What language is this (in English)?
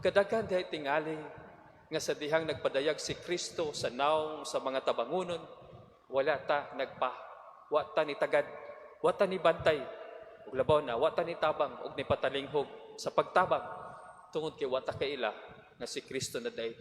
Cebuano